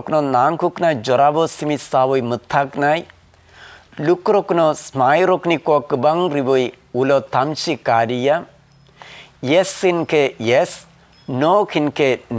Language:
Kok Borok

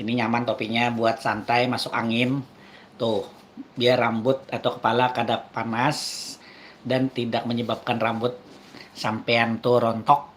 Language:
Banjar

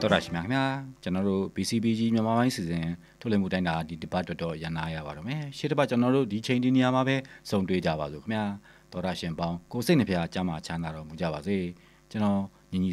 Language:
Burmese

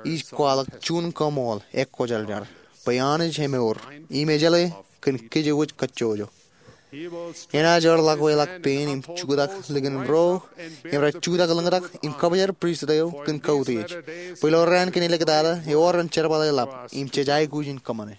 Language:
Marshallese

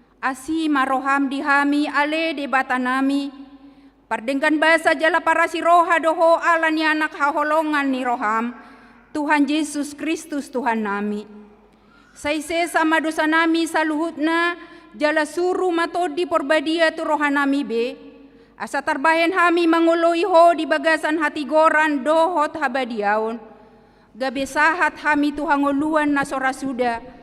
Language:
Batak Toba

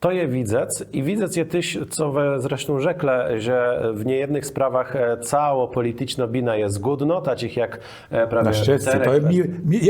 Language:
Kashubian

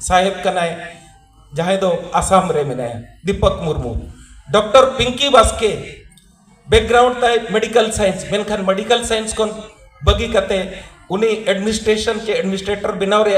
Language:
Santali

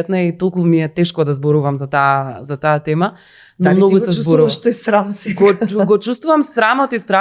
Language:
Macedonian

